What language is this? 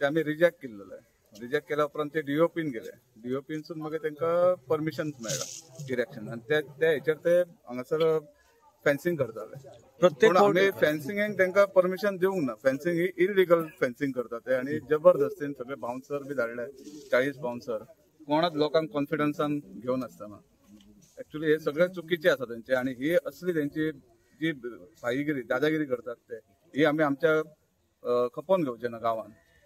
Konkani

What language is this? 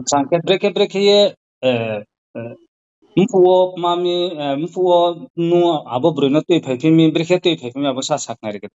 Riang (India)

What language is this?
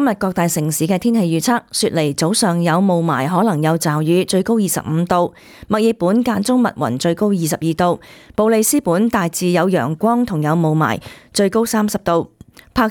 Cantonese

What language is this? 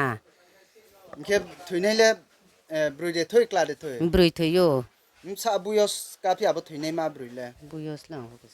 Riang (India)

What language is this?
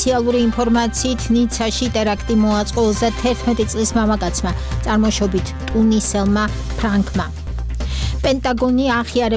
Georgian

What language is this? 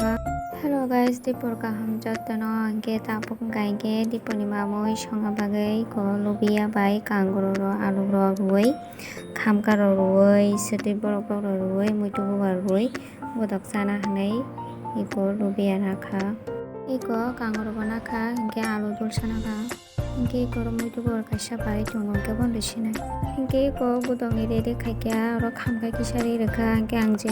Kok Borok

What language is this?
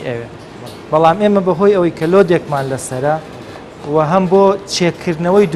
Central Kurdish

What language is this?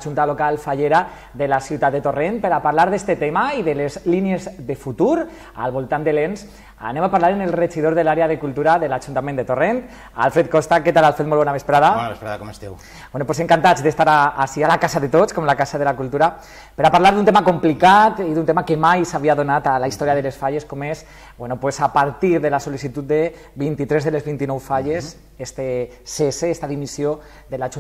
Catalan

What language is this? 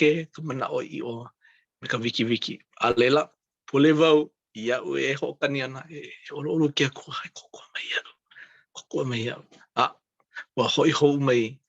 Hawaiian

